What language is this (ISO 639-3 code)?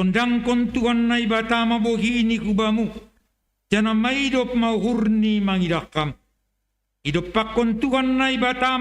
bts